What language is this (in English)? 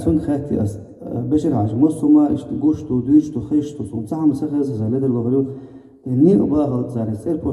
Chechen